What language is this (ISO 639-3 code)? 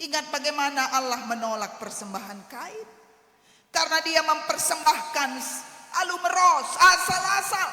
btx